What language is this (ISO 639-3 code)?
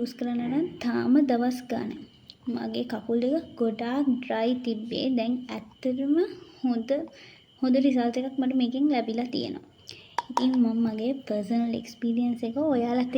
sin